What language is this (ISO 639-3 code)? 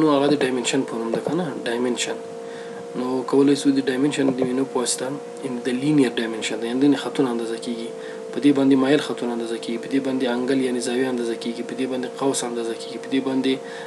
pus